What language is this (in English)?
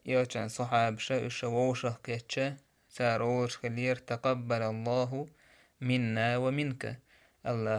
Chechen